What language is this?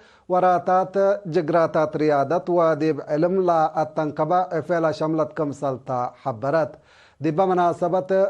Tigre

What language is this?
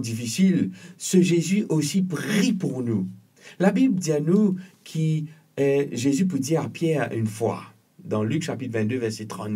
Morisyen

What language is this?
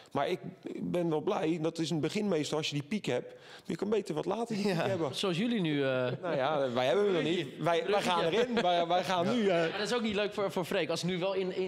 Dutch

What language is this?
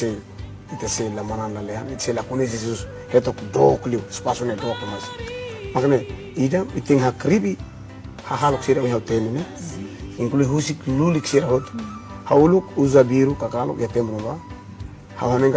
Tetum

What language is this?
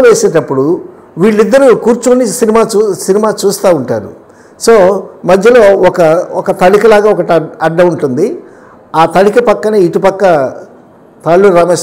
Telugu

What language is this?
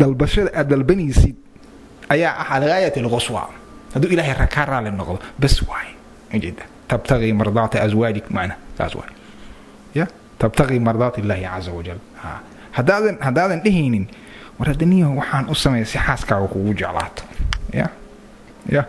Somali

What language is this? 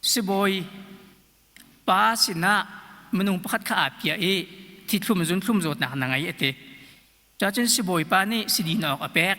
Hakha Chin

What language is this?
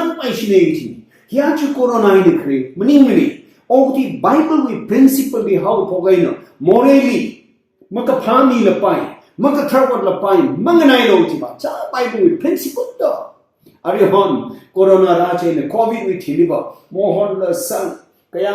Tangkhul Naga (India)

